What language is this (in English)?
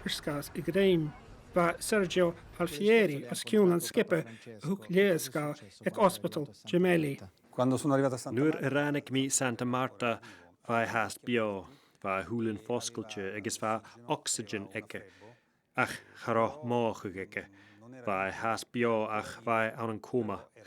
Scottish Gaelic